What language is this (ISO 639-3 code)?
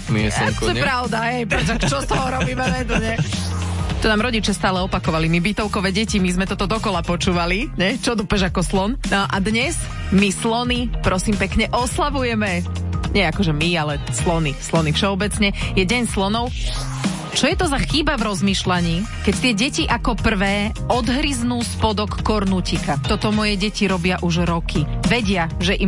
slk